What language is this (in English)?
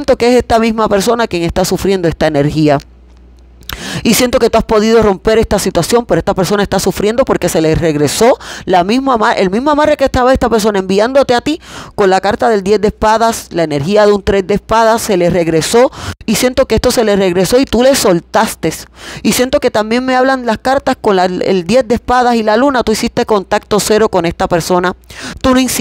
Spanish